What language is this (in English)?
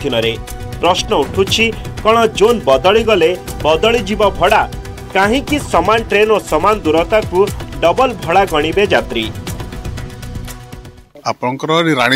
Odia